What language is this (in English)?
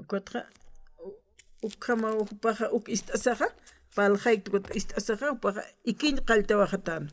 Aymara